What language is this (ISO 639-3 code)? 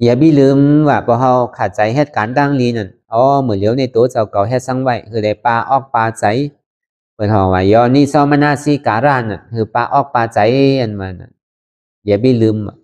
shn